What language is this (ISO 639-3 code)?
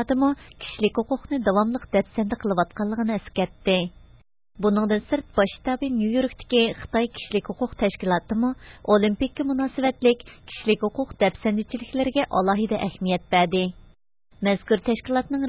uig